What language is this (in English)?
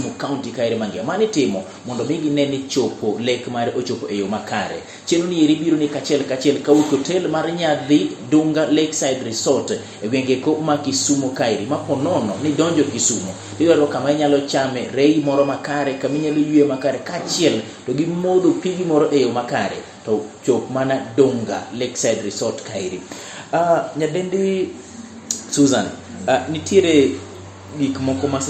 Luo (Kenya and Tanzania)